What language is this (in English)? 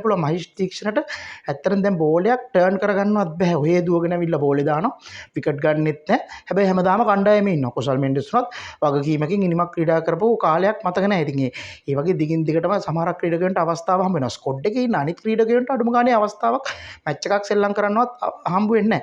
Sinhala